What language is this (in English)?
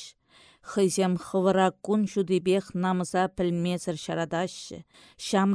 Chuvash